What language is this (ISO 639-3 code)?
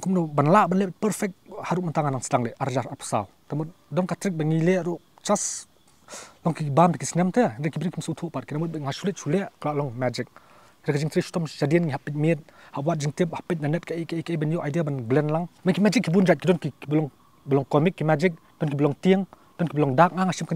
kha